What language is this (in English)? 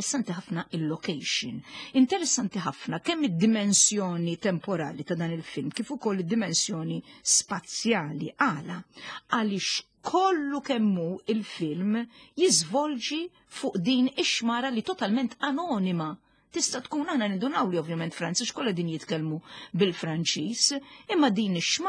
Maltese